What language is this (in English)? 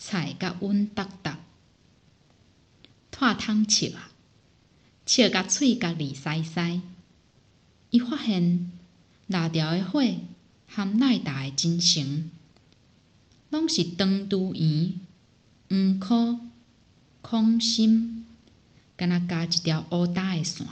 Min Nan Chinese